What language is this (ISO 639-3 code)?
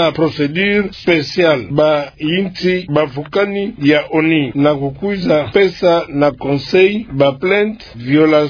ktu